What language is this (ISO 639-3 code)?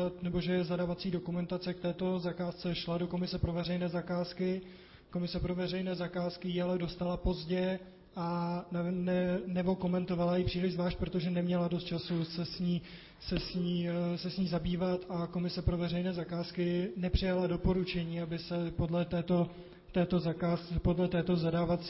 ces